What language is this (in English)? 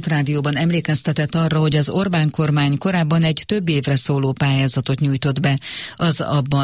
Hungarian